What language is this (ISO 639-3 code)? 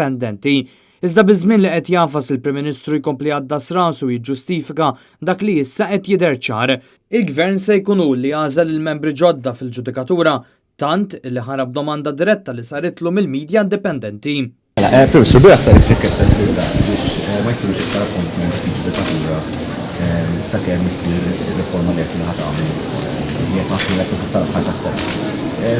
mlt